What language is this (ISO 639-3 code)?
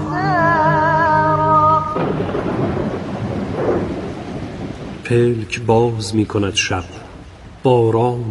fas